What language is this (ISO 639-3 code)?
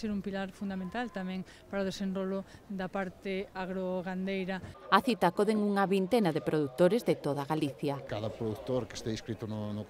glg